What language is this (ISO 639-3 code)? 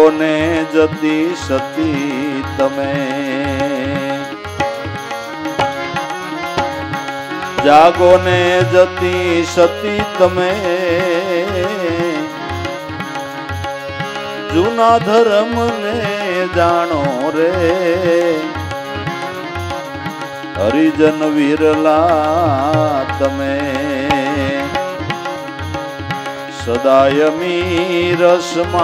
guj